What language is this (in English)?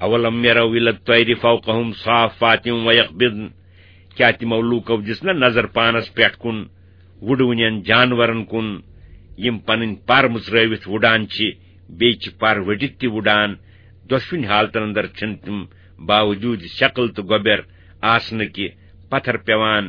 Kashmiri